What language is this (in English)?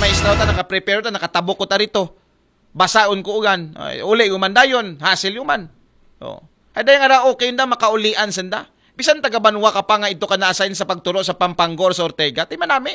Aklanon